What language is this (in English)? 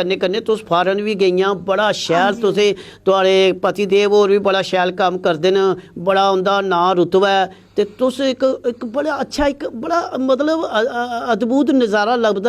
Dogri